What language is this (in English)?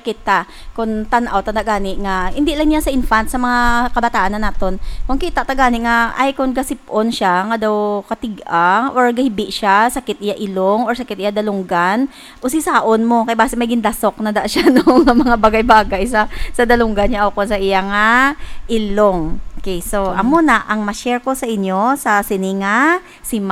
Hiligaynon